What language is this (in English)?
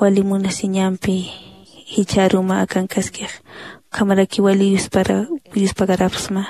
Aymara